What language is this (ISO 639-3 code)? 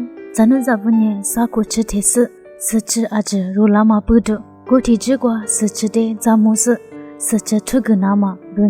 lis